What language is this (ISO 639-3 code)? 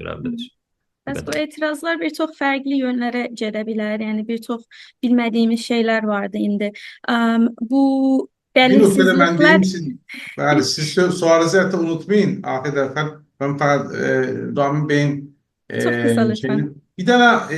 azb